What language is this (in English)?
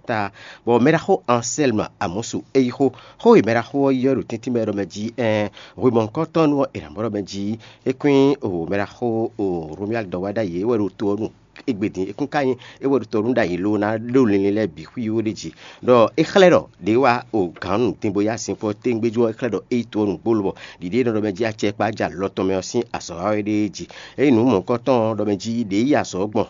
Fon